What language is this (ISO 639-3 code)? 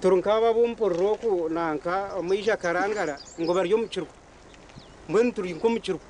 nyn